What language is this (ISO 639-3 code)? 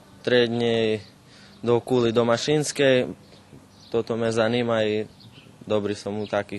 rue